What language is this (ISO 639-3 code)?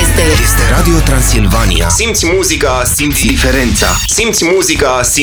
ron